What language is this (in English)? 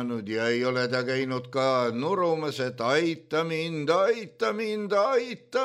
Estonian